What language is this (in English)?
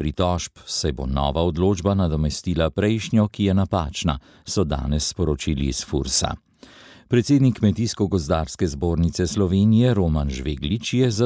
Slovenian